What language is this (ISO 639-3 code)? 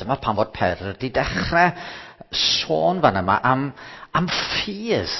cym